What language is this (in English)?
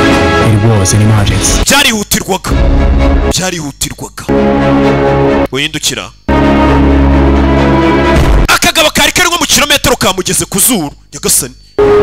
Kinyarwanda